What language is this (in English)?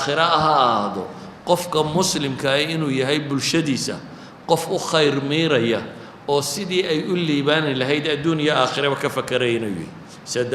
Somali